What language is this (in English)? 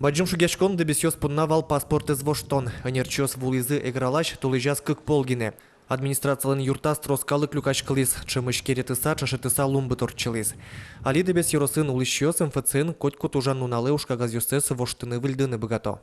Udmurt